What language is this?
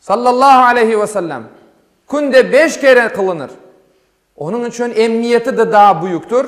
Crimean Tatar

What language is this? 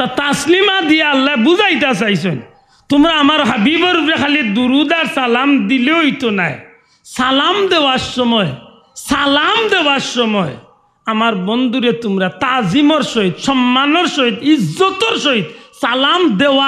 Sylheti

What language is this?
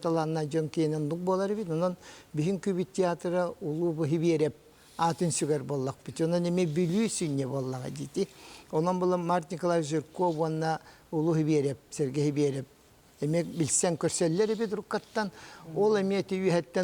Yakut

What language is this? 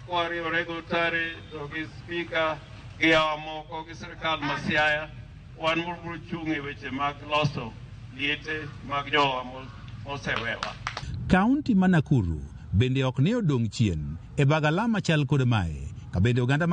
Luo (Kenya and Tanzania)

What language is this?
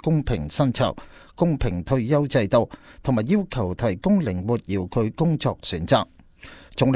Cantonese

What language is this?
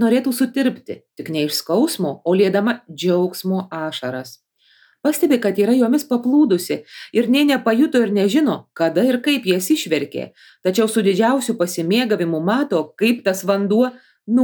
Lithuanian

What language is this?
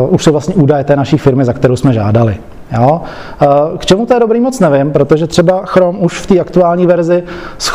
Czech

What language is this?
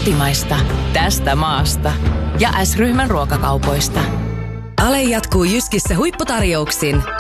Finnish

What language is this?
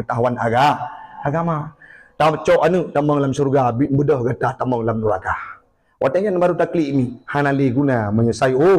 Achinese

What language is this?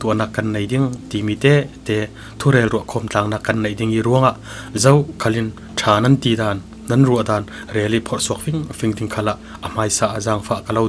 Falam Chin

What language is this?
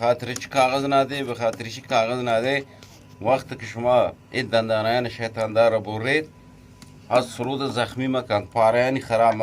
Eastern Balochi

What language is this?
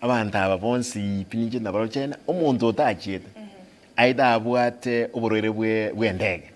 Gusii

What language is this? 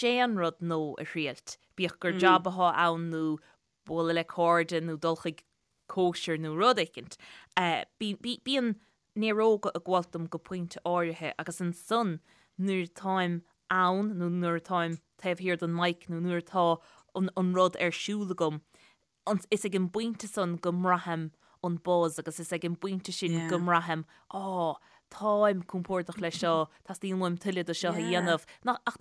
Irish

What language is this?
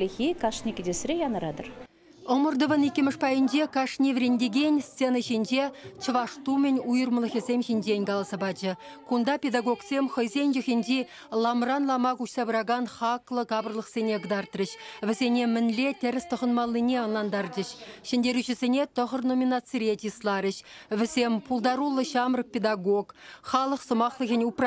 Chuvash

